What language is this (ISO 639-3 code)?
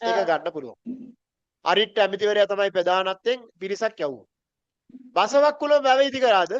sin